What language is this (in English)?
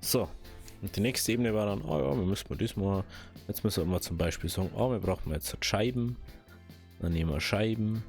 Bavarian